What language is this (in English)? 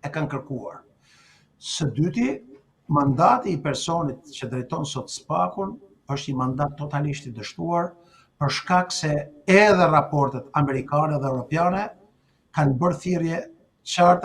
Albanian